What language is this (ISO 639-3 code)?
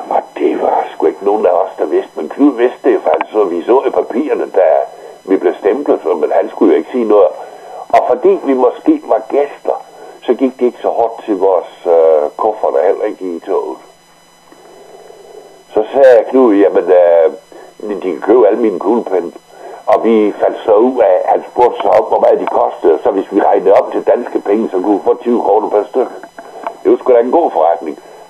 dan